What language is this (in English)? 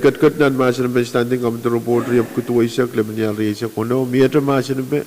Pohnpeian